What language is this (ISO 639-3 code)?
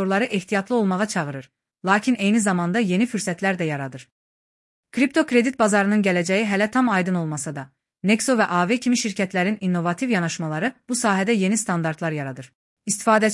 aze